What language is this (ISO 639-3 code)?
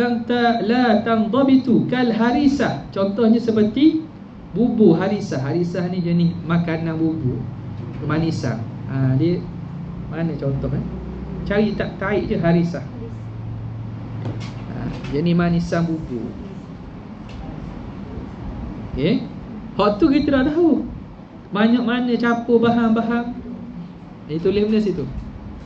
msa